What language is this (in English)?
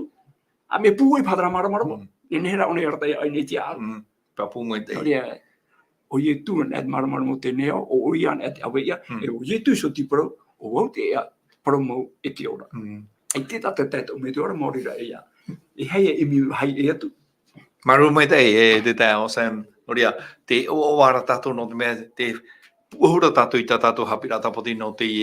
Tahitian